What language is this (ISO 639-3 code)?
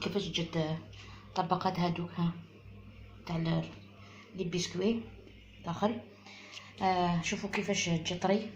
arq